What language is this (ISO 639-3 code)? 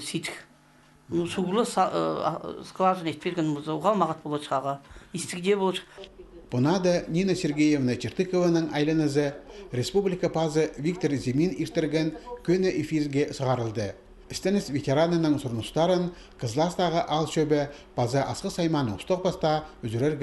kjh